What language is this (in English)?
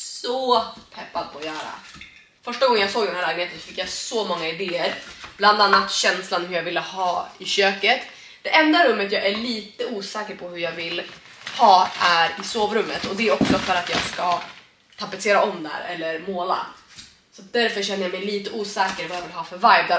Swedish